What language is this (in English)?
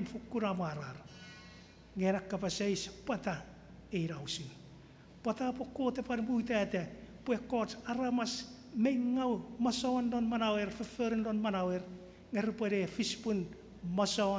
Chuukese